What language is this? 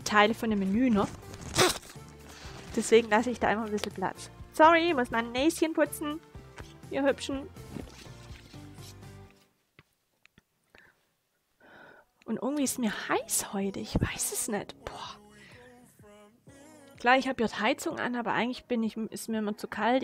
German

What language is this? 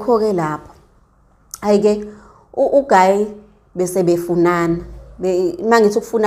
Zulu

